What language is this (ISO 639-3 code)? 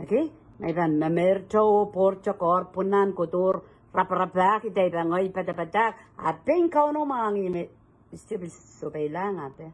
pon